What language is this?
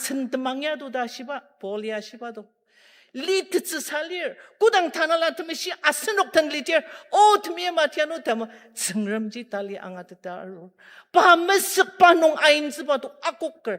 Ao Naga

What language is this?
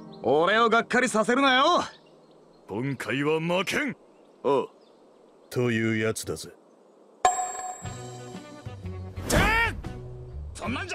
Japanese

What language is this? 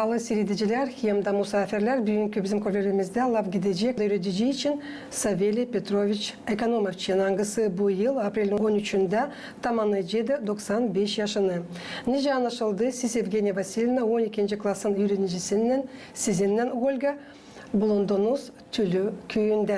Gagauz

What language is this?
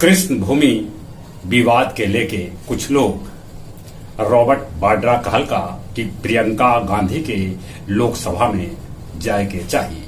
Magahi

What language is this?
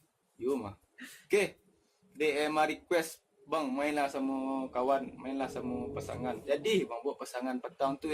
Minangkabau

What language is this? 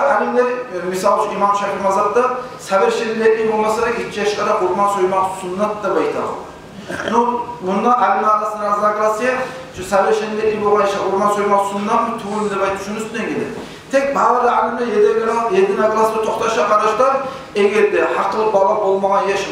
Kumyk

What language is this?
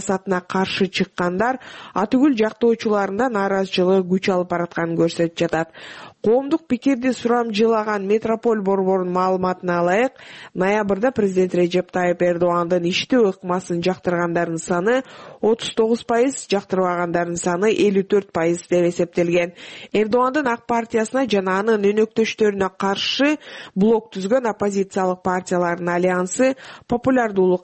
Kyrgyz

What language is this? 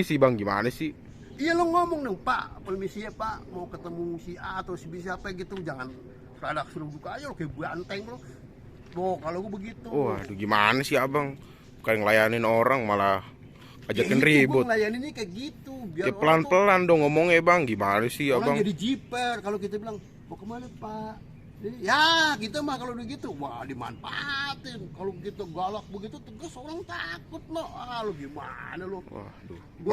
Betawi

